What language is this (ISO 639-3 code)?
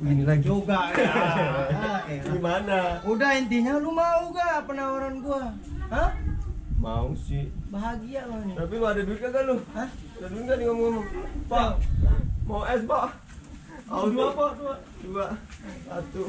bew